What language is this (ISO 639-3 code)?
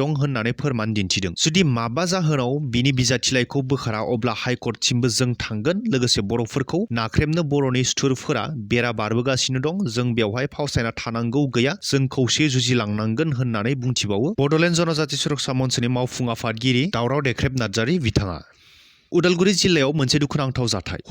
brx